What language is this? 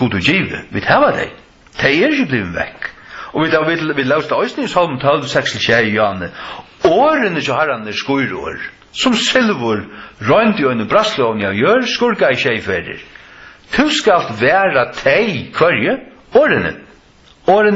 Faroese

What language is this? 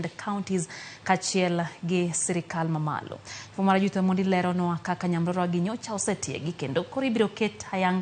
Luo (Kenya and Tanzania)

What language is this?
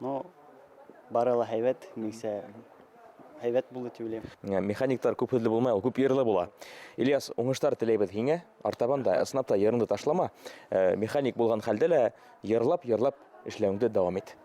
Bashkir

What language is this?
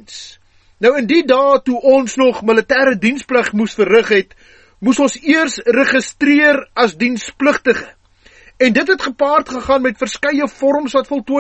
Afrikaans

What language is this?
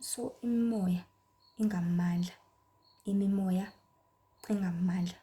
Zulu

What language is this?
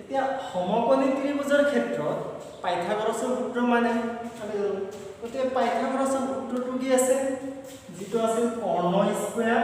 Assamese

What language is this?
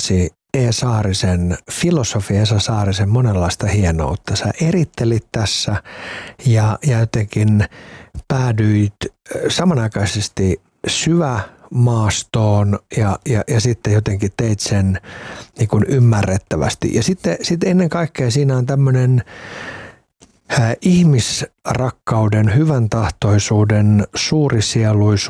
Finnish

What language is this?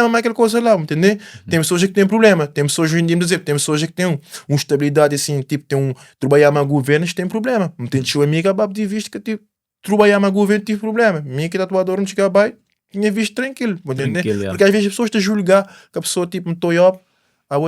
Kabuverdianu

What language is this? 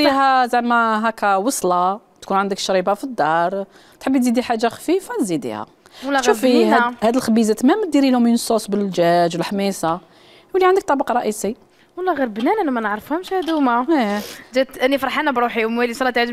Algerian Arabic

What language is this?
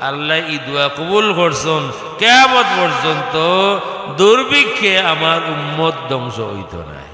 Sylheti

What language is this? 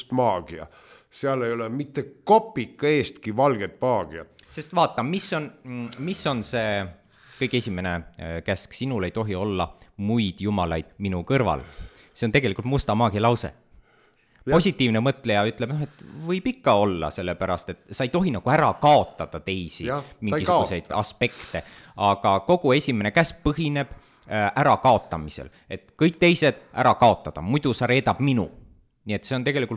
Estonian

